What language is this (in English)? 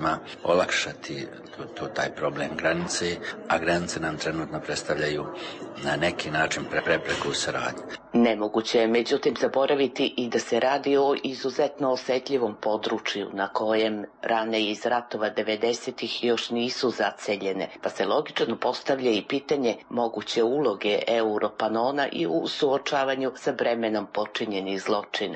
Serbian